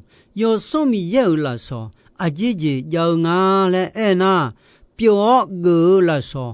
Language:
Akha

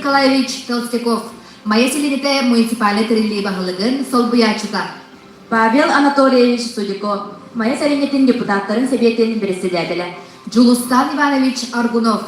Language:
Yakut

